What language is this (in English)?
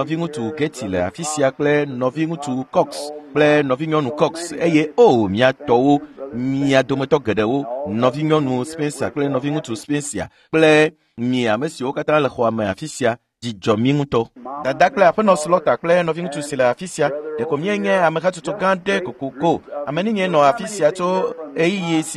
Ewe